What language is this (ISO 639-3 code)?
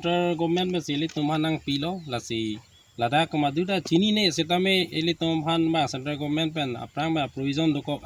mjw